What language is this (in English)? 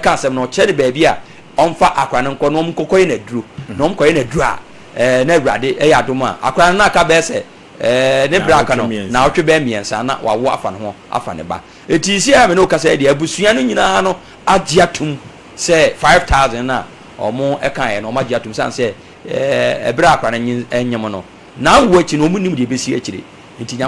Akan